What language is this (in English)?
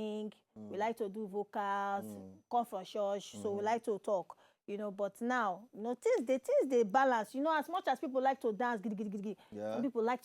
Nigerian Pidgin